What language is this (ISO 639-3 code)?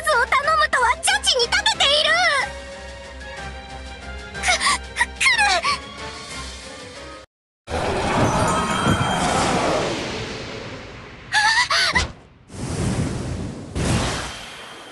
jpn